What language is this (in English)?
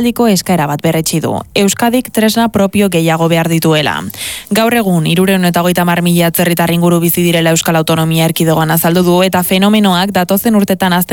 Basque